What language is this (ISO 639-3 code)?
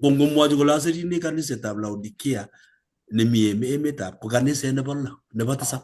kln